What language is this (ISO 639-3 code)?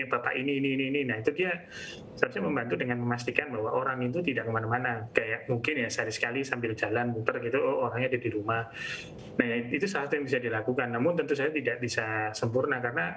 ind